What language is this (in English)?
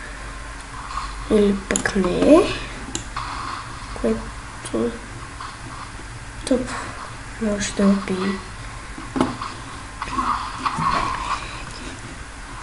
Bulgarian